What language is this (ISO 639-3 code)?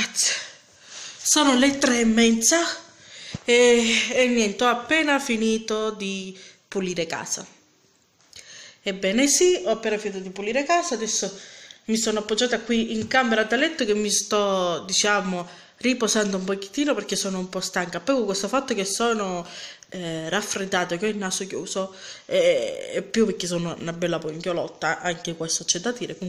ita